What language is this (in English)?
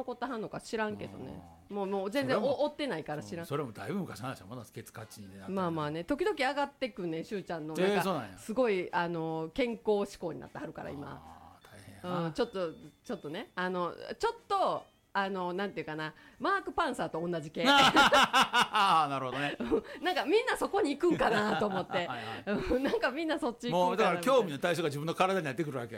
Japanese